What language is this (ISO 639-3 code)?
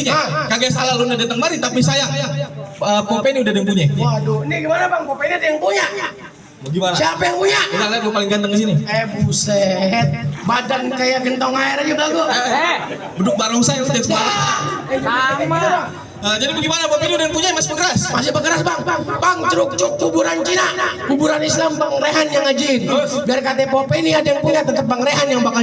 bew